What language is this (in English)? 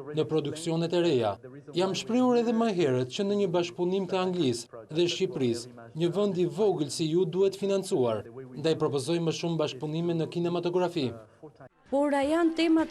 Albanian